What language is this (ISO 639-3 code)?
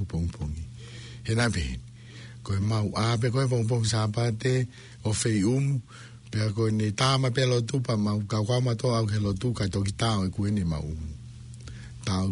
ton